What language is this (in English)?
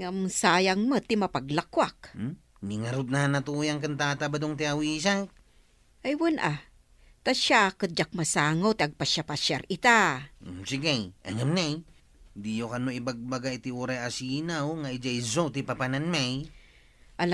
Iloko